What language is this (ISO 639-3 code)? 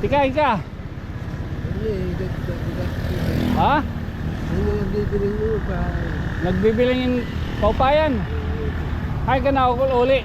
war